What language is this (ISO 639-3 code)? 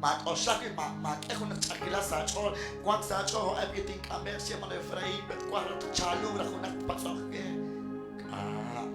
kek